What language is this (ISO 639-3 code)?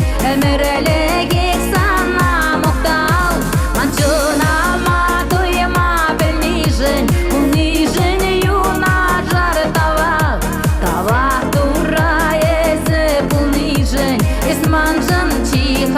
chv